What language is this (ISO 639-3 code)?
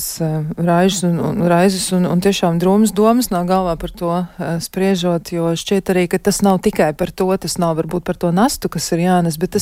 lav